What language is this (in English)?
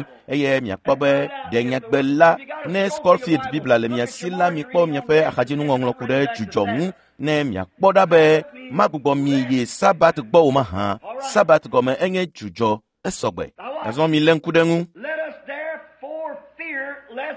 Ewe